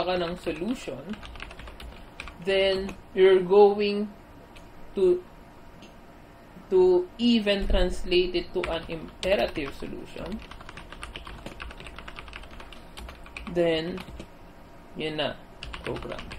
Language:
Filipino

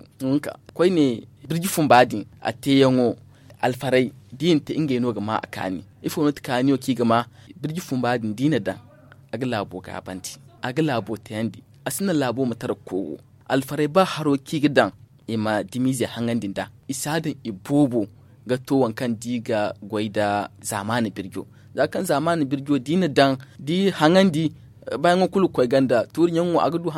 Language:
Zarma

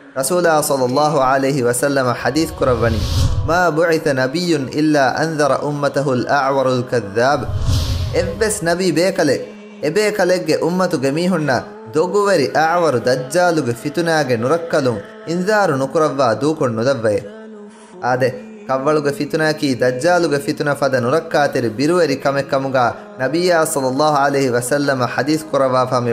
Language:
Divehi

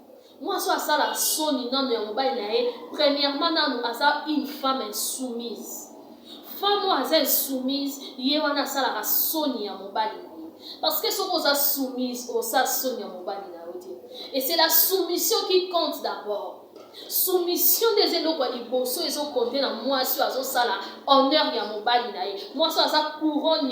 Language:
Lingala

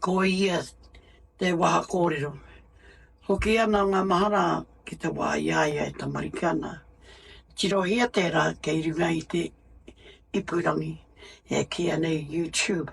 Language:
Māori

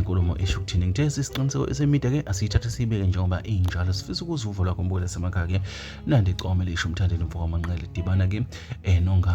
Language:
Zulu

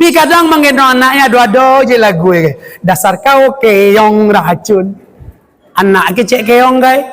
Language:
Minangkabau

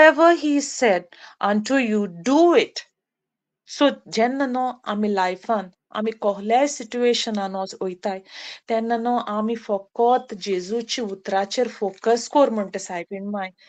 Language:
Konkani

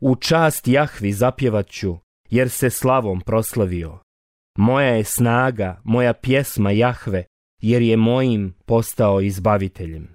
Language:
Bosnian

